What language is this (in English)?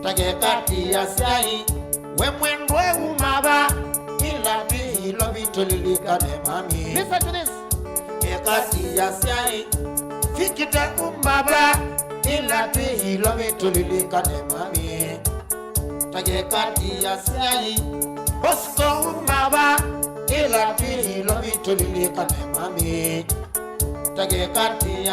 Kamba